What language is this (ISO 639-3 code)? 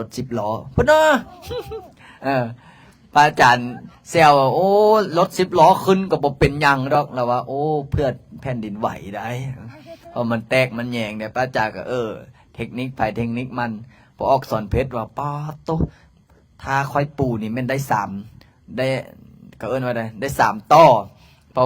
lao